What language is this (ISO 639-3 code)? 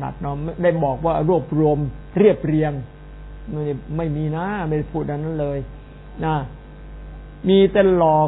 tha